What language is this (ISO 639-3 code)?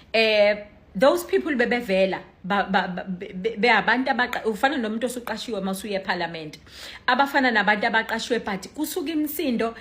zul